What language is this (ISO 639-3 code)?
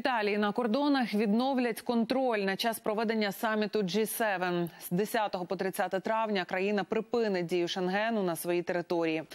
ukr